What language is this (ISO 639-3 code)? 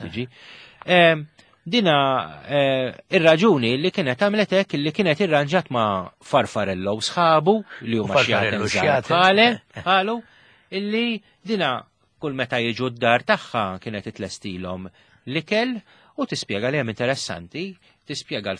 mlt